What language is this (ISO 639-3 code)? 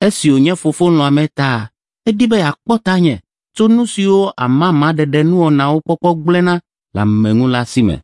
ewe